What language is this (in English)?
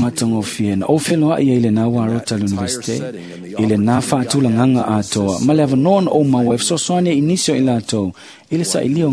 Samoan